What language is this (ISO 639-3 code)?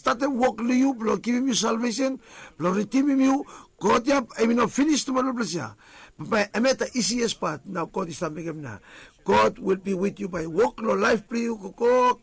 bis